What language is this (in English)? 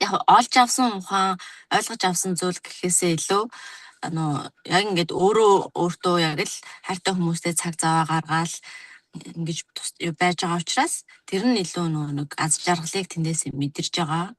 Mongolian